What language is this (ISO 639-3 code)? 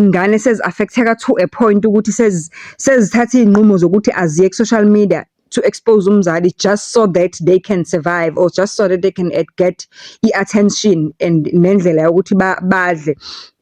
zul